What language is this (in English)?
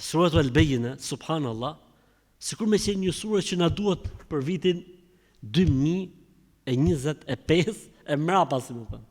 Albanian